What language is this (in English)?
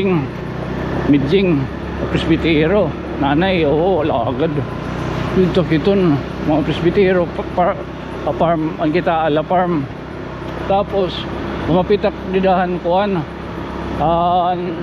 Waray